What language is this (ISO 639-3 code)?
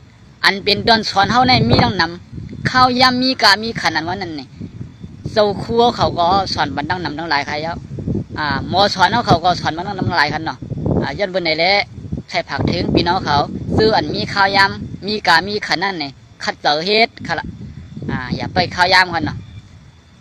shn